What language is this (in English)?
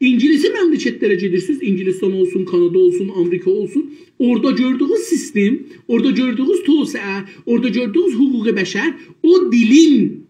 South Azerbaijani